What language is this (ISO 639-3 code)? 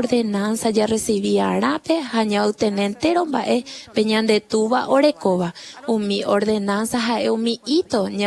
grn